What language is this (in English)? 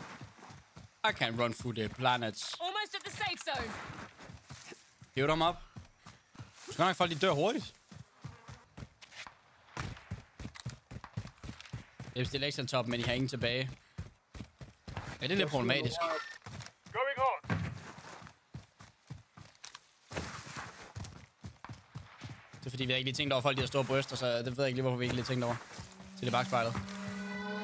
Danish